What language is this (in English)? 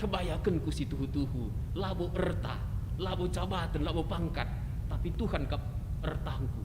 Batak Karo